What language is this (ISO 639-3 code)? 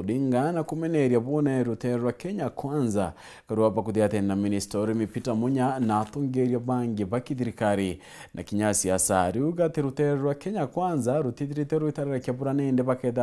mer